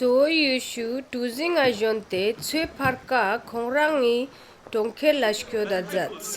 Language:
Ladakhi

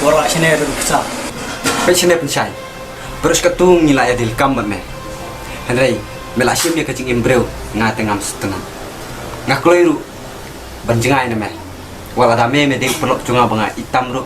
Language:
Khasi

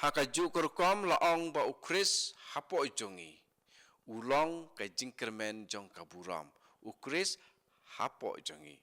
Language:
Khasi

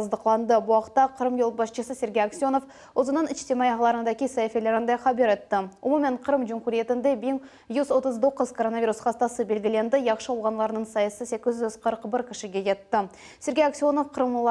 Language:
Crimean Tatar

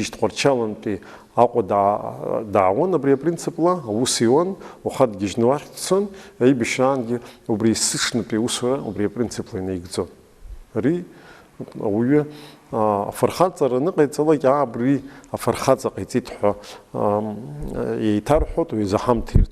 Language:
Abkhazian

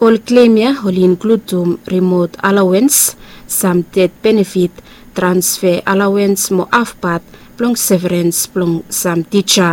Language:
Bislama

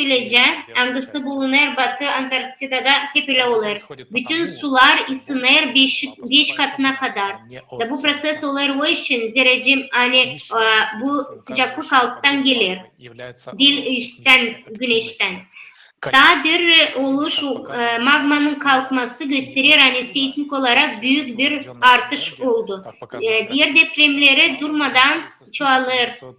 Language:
Gagauz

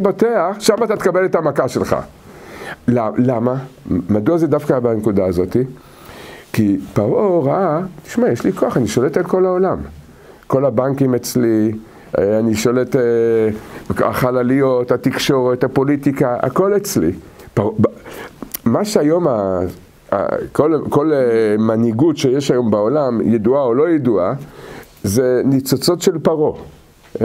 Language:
Hebrew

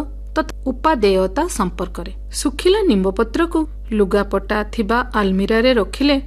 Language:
Odia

